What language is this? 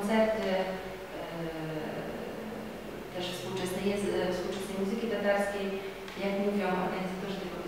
Polish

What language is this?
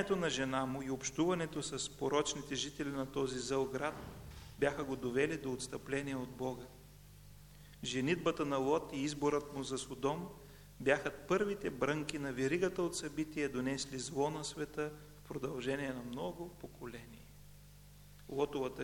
Bulgarian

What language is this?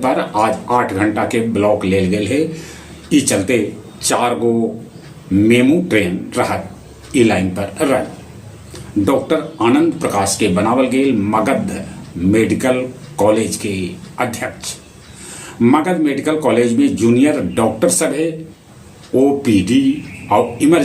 Magahi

